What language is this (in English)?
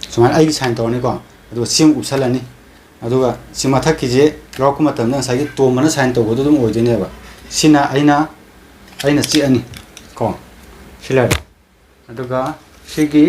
Manipuri